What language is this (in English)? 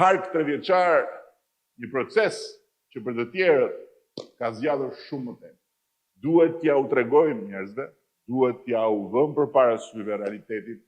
Albanian